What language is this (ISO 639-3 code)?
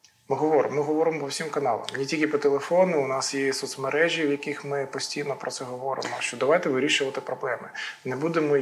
ukr